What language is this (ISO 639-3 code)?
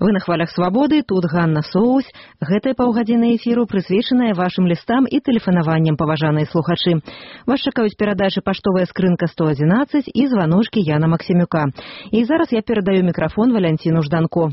bel